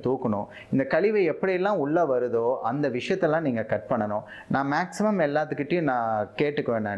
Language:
Tamil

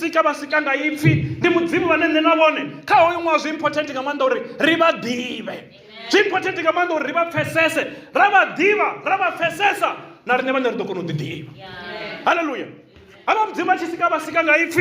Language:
Venda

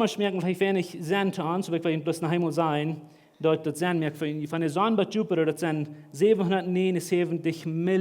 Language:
Plautdietsch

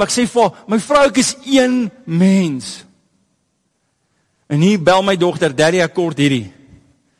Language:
Afrikaans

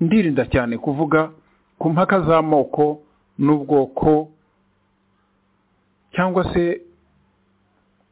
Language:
Kinyarwanda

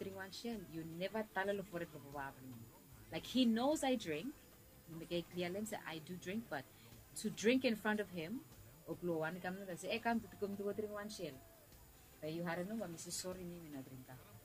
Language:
Bislama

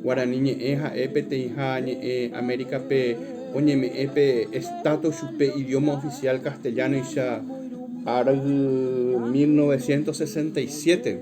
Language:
Guarani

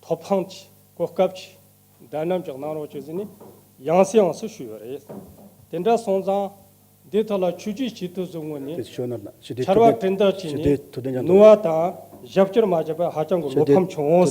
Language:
Tibetan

